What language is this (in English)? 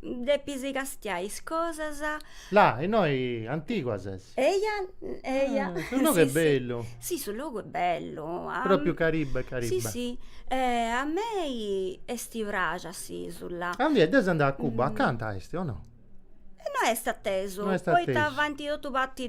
Sardinian